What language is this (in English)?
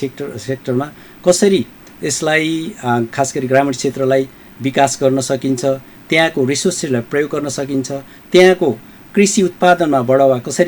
Nepali